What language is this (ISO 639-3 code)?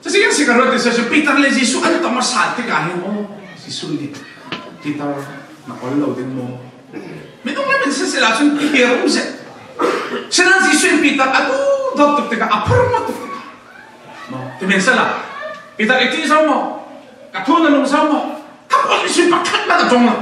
cfm